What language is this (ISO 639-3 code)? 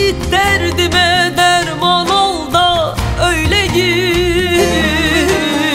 tur